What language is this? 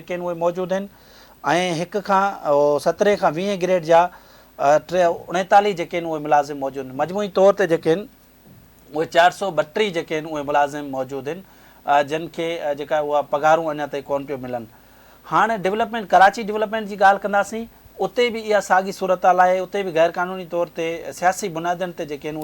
Sindhi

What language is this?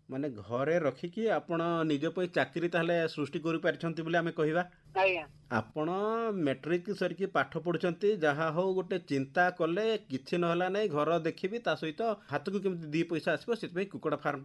Odia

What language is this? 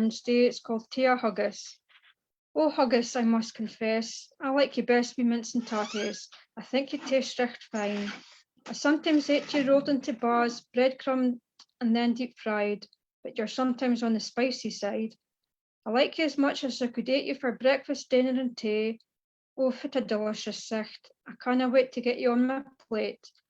Scots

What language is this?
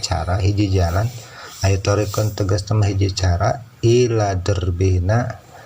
Sundanese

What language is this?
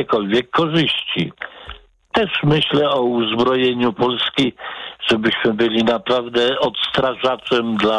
Polish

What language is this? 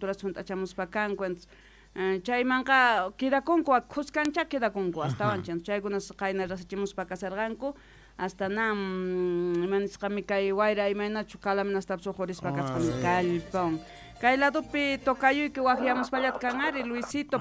South Bolivian Quechua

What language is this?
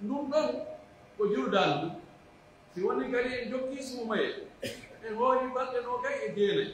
Pular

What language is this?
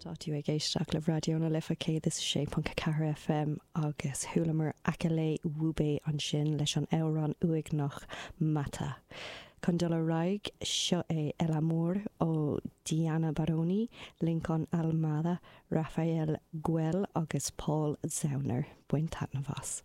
Irish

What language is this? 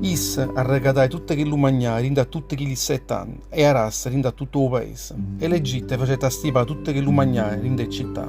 Neapolitan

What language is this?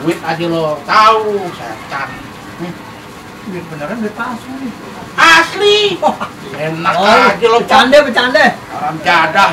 Betawi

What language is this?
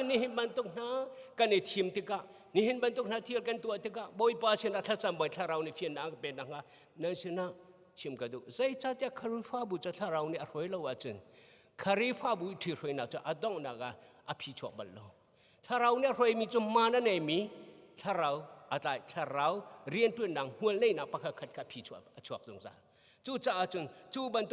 Hakha Chin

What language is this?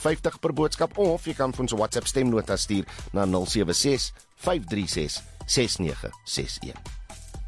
Afrikaans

